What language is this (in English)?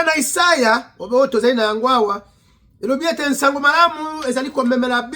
Lingala